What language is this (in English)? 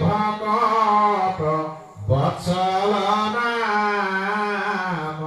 Assamese